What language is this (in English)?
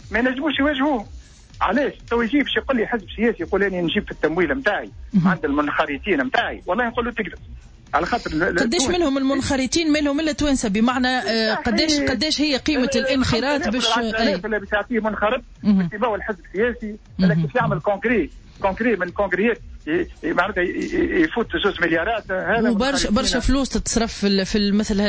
Tunisian Arabic